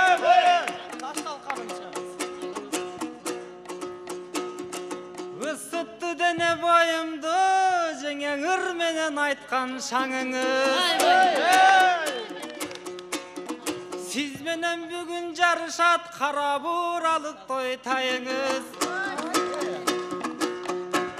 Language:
Kyrgyz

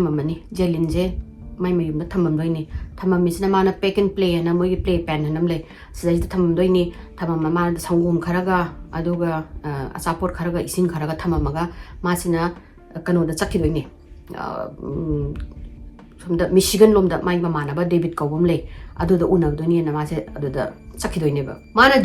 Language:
Manipuri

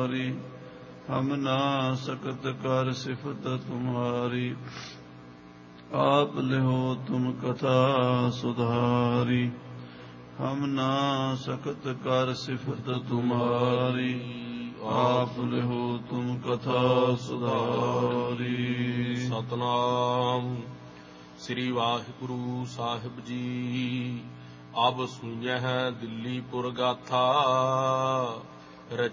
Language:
Punjabi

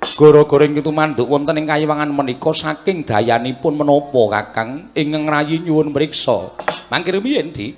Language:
Javanese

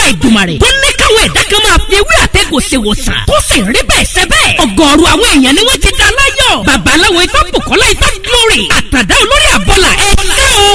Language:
Yoruba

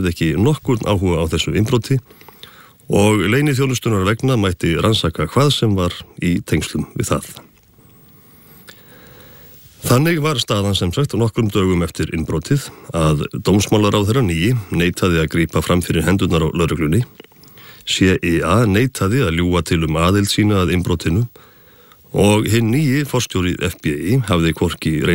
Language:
Icelandic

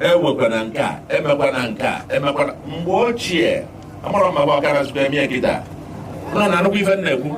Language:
Igbo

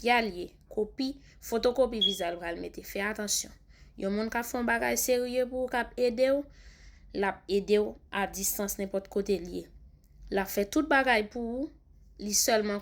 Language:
Haitian Creole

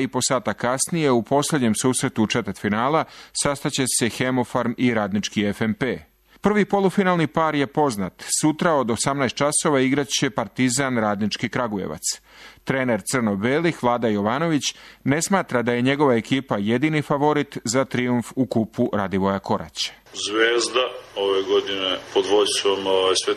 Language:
Serbian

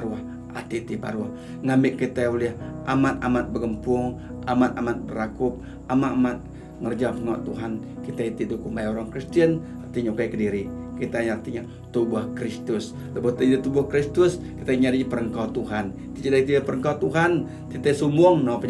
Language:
Iban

